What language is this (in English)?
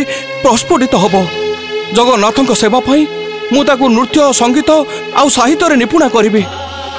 Odia